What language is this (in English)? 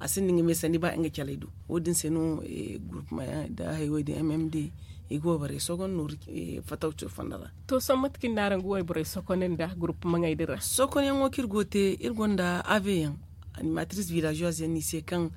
Zarma